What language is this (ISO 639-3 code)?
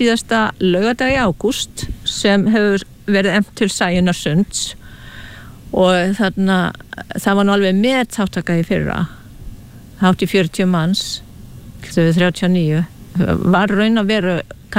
isl